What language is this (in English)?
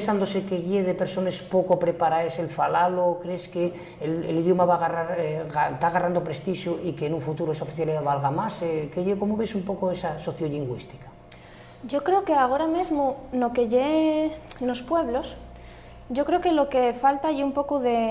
Asturian